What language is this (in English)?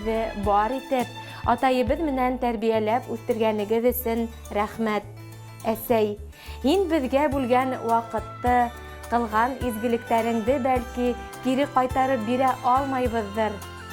Bashkir